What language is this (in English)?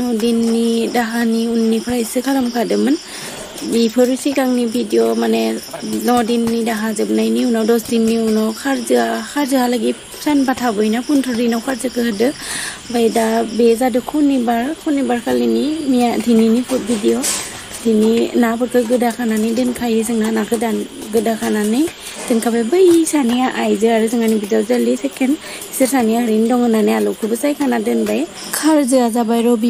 Bodo